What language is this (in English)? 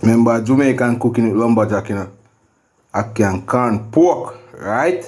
Jamaican Creole English